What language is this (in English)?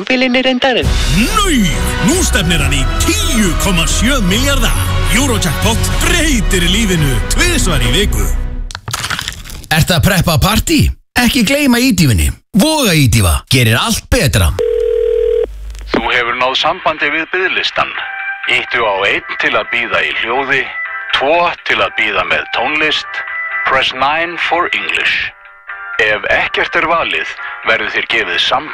Icelandic